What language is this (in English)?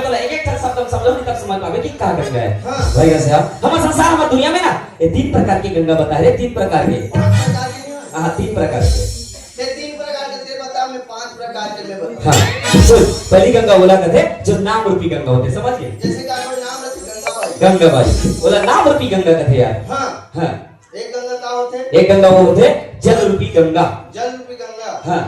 Chhattisgarhi